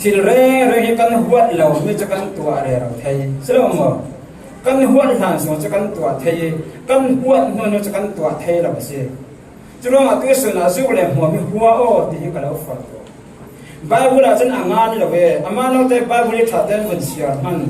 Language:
Falam Chin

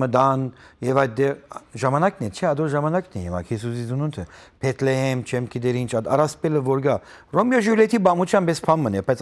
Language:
Western Armenian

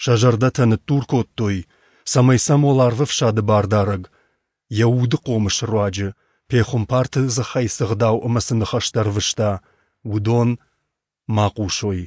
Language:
Ossetic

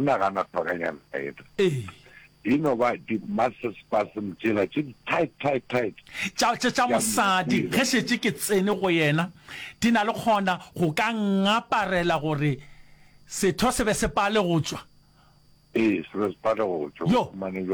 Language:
Northern Sotho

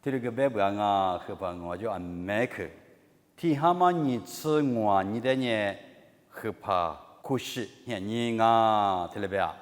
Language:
Lisu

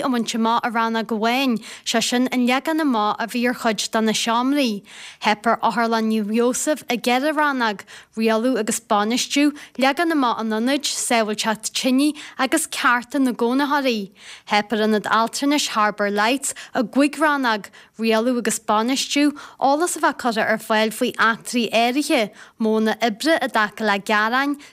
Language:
Irish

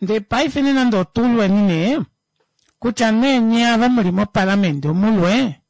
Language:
Kuanyama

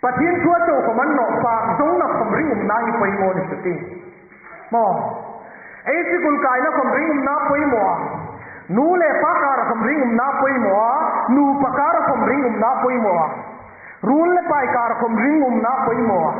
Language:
Hmar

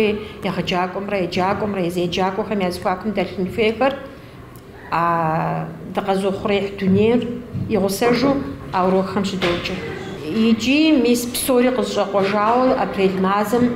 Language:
Kabardian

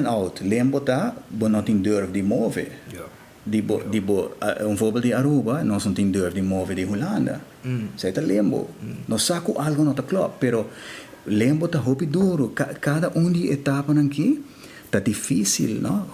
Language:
Papiamento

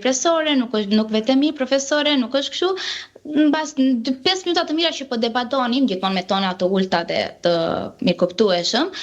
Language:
Albanian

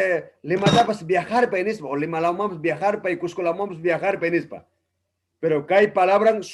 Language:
Ayacucho Quechua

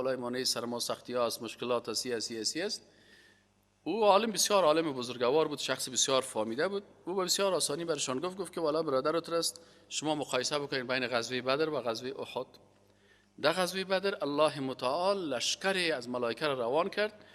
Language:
Persian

